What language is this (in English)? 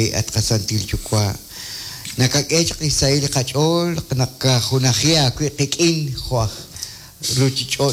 Kekchí